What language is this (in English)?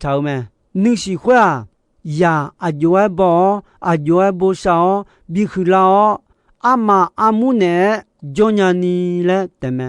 Akha